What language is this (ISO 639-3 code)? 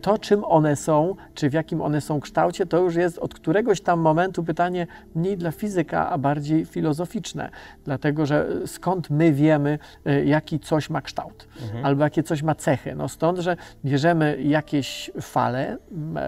pol